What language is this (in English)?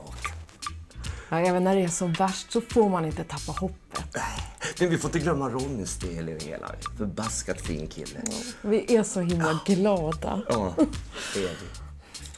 Swedish